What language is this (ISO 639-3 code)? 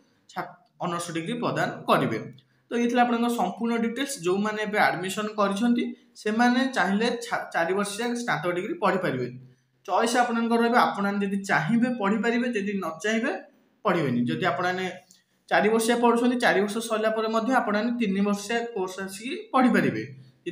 ori